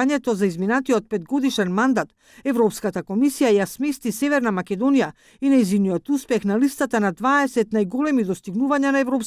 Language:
Macedonian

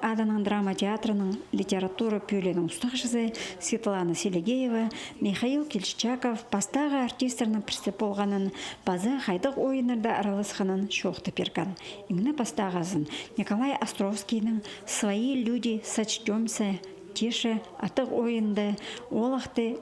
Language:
Khakas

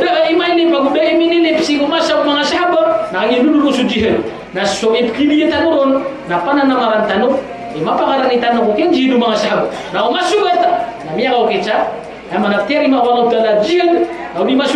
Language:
Maranao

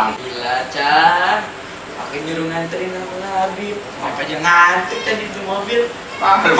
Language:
Betawi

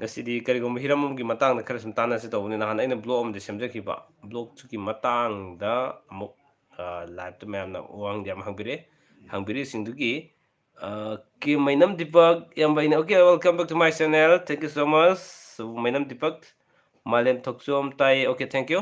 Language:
Manipuri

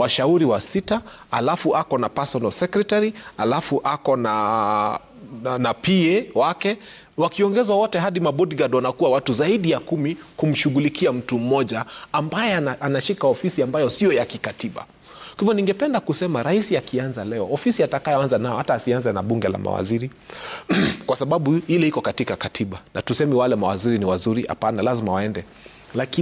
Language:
Swahili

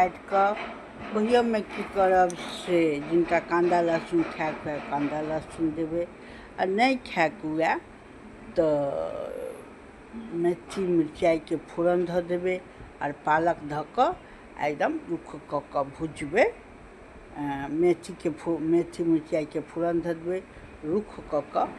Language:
Maithili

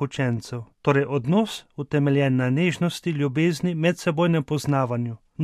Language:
Slovenian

